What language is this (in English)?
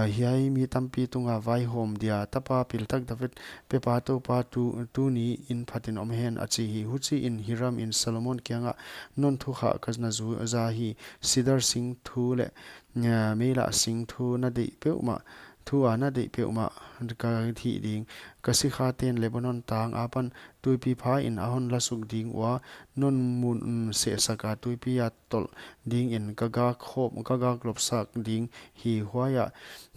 Paite Chin